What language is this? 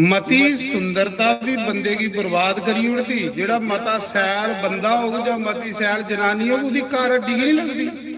Dogri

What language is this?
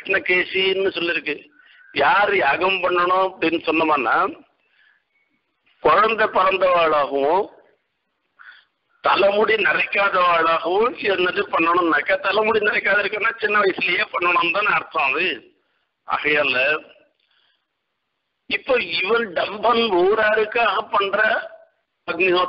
Tamil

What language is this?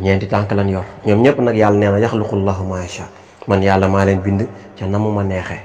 Wolof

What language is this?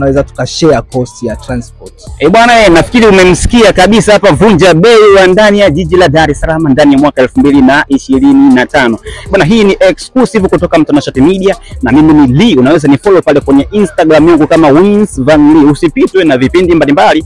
Swahili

